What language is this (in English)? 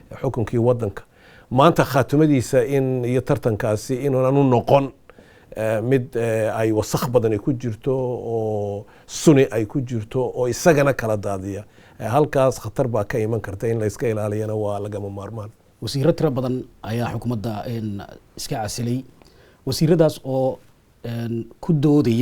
Somali